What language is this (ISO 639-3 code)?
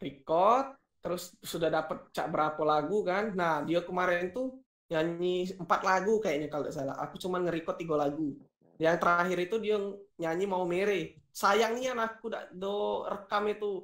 mui